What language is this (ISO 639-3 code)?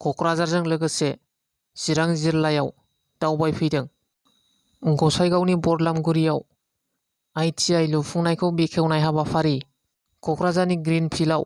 brx